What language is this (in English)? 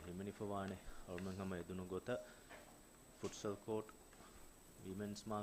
Divehi